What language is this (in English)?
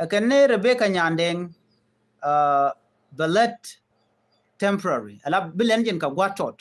Nuer